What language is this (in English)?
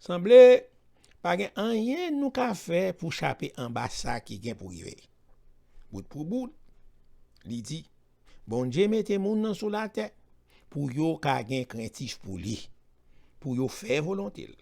Haitian Creole